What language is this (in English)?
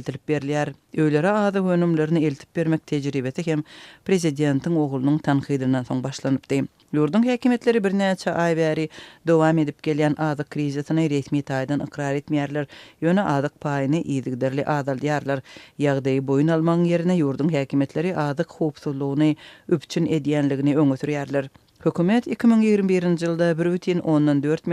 Turkmen